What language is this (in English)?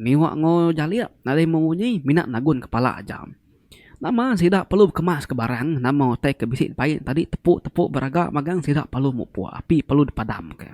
Iban